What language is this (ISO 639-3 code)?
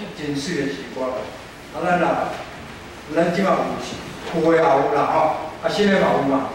nan